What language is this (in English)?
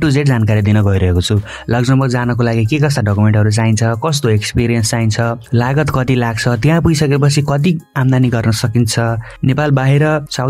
Nepali